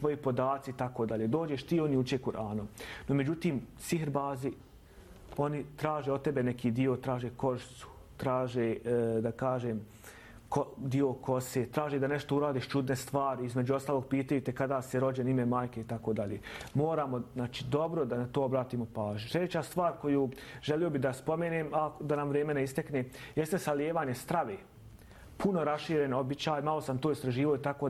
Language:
Bosnian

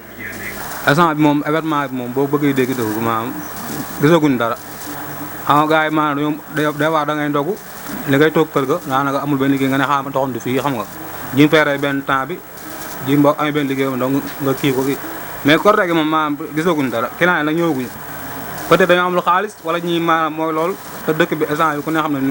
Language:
Wolof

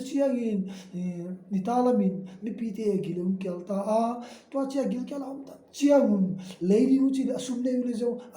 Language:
Tedim Chin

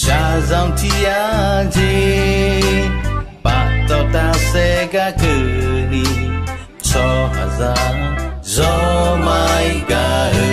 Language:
Akha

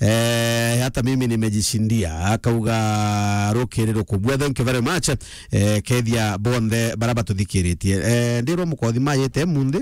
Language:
Meru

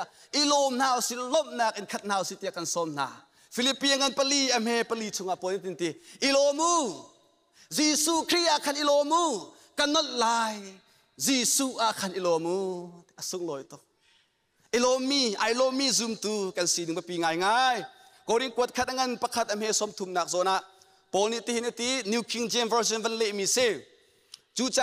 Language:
Hakha Chin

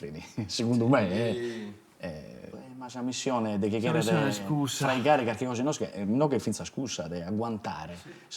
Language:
Sardinian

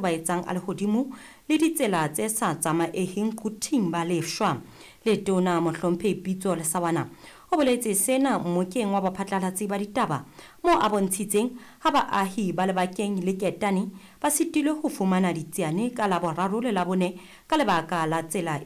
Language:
Southern Sotho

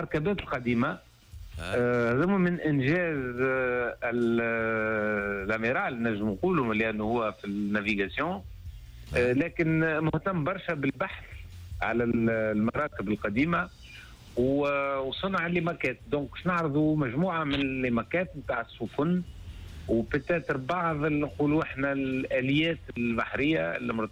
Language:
Tunisian Arabic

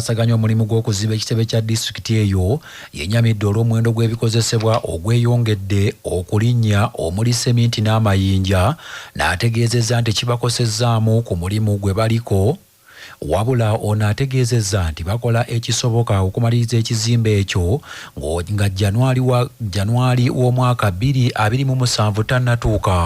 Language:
Ganda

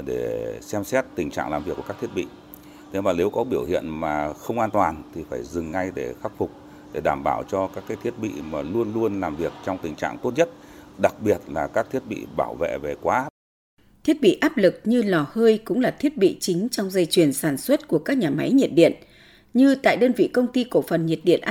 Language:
Vietnamese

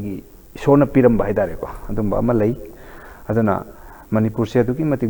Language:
Manipuri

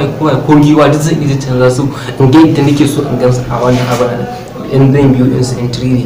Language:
Hausa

